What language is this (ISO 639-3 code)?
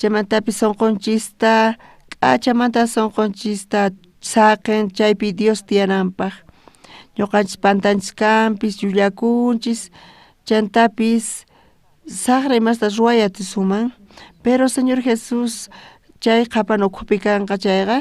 quh